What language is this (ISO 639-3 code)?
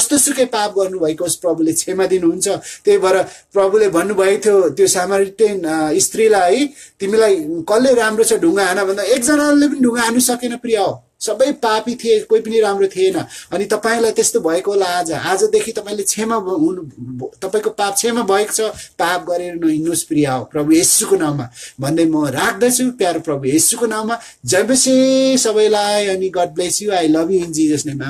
nep